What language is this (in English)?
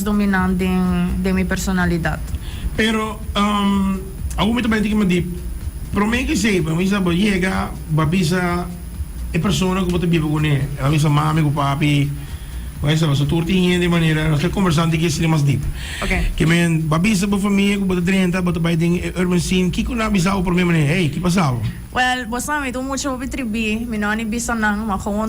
Papiamento